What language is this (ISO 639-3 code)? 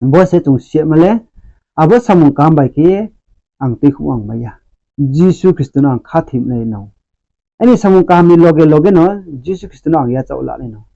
ria